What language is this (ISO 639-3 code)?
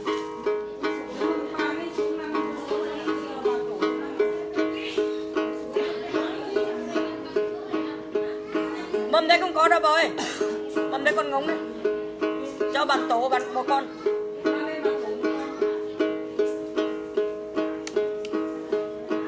vie